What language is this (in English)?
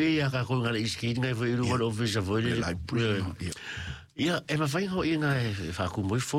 Samoan